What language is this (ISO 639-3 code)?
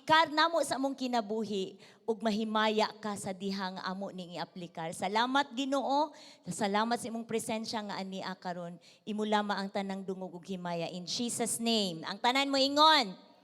ceb